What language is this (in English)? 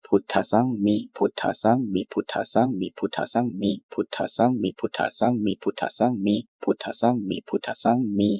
Pali